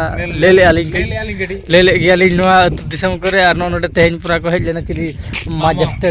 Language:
Santali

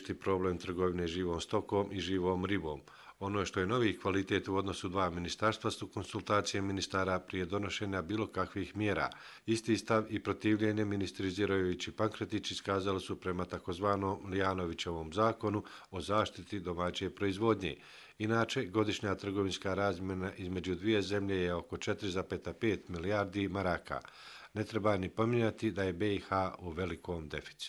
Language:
Croatian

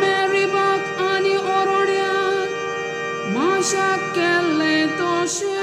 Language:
Konkani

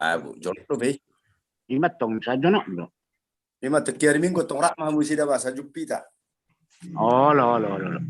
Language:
Batak Toba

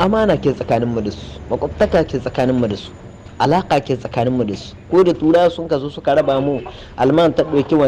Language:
Hausa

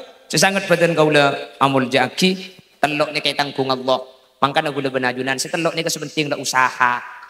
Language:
Madurese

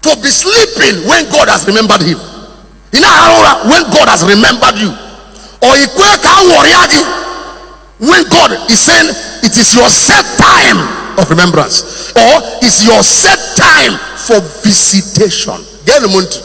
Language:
Igbo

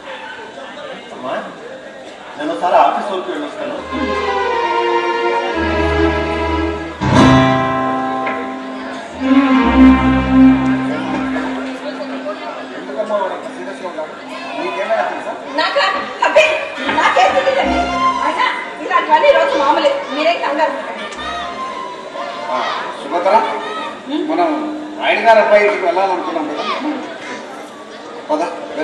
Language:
Telugu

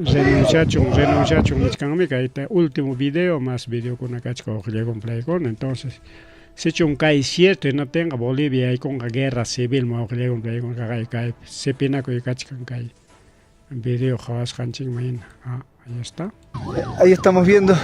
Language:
Ayacucho Quechua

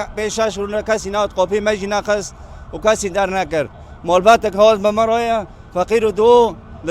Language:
Kurdish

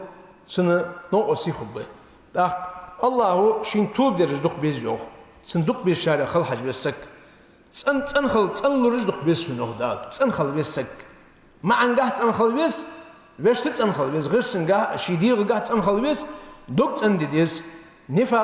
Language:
Ingush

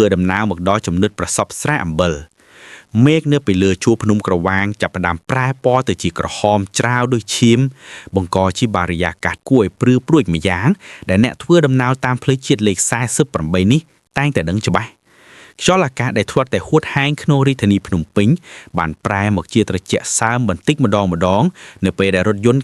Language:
Khmer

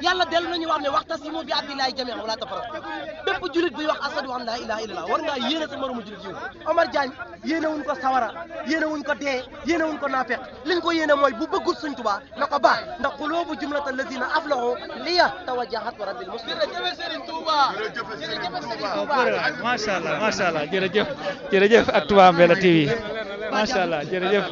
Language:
Wolof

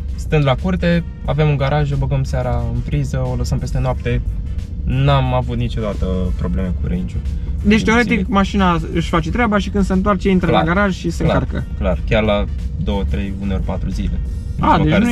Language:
Romanian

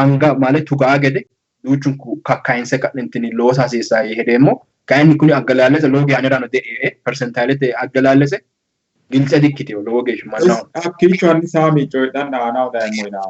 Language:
Sidamo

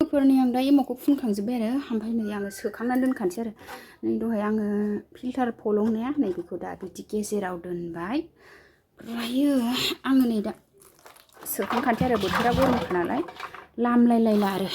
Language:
Bodo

